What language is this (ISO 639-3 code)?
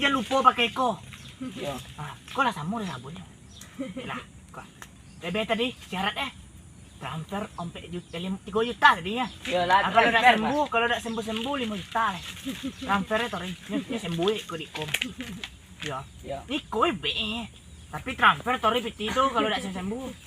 min